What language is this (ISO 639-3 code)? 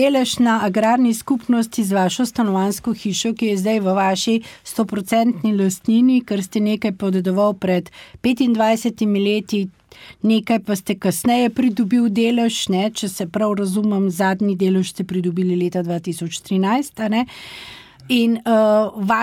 slv